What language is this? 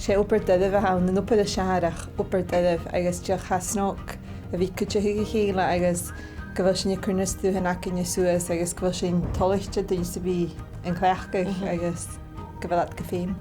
Scottish Gaelic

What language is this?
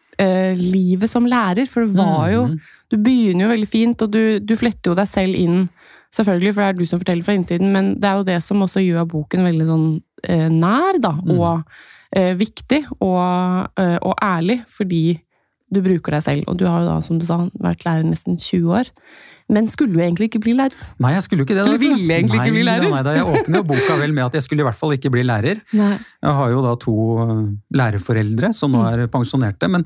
Norwegian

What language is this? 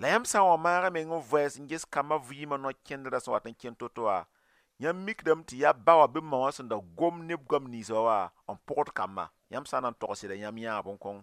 Mossi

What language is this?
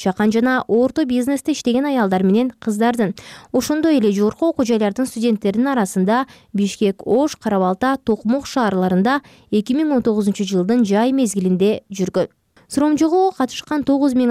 Kyrgyz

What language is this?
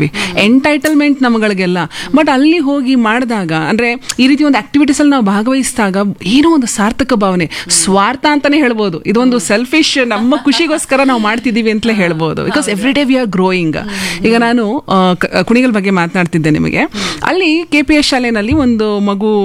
Kannada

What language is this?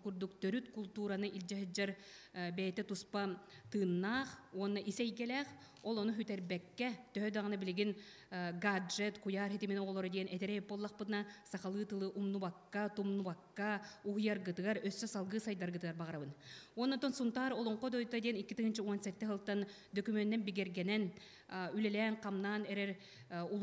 Yakut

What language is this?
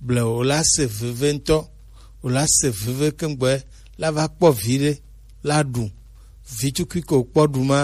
Gen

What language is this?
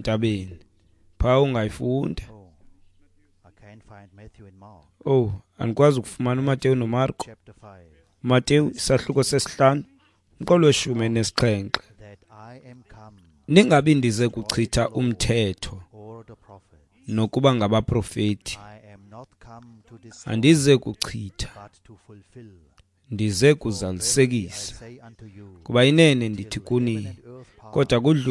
Xhosa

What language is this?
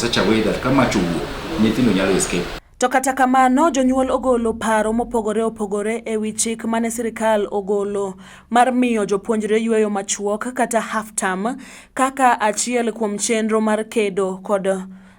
Luo (Kenya and Tanzania)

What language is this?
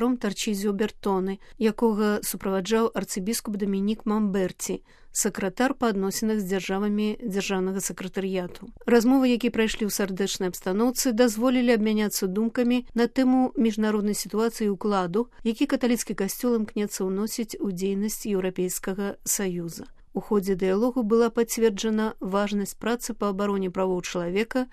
Belarusian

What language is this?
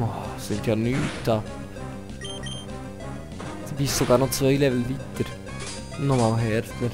Swiss German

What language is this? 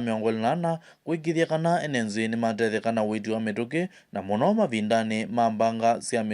Kamba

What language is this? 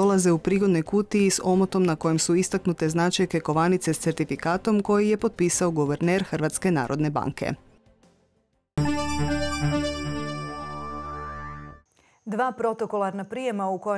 Croatian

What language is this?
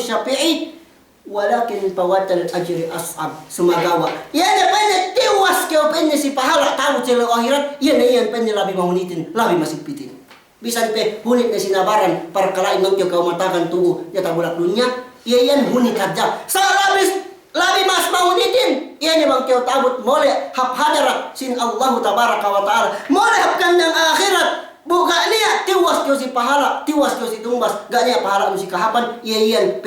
Yakan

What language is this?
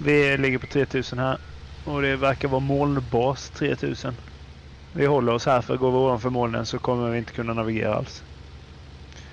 Swedish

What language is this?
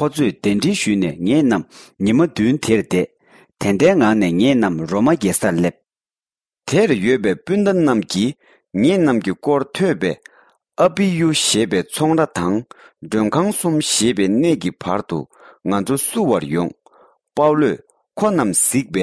Tibetan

